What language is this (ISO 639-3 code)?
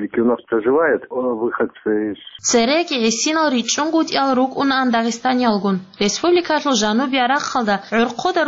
ava